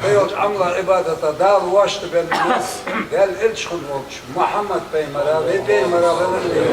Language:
Ingush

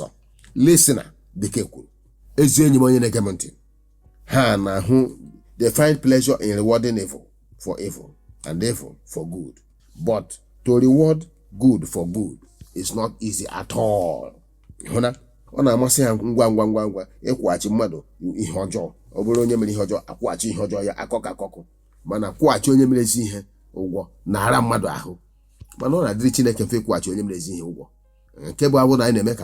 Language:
Igbo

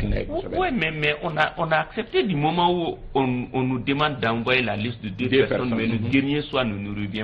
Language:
Bambara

